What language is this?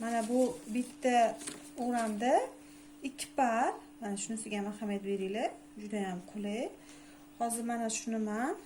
Uzbek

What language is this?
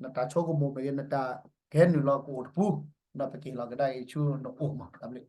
S'gaw Karen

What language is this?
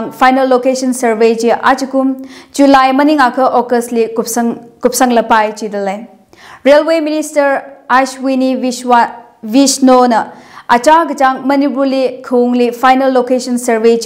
Tangkhul Naga (India)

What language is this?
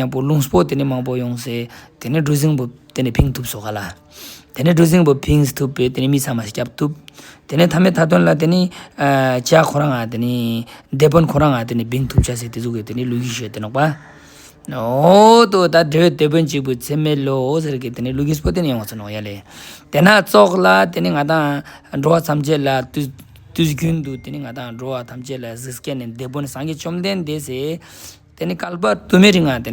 Ladakhi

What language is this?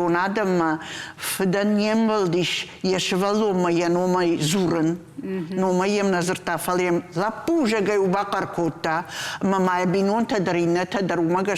Ossetic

